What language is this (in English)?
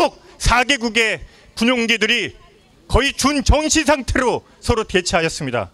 Korean